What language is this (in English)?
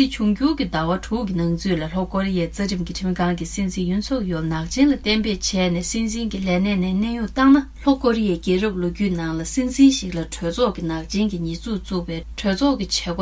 Tibetan